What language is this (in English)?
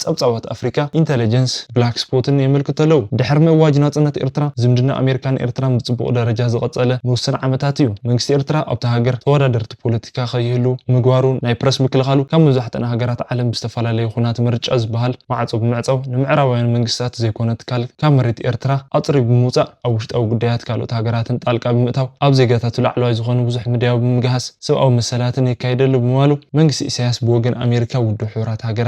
Tigrinya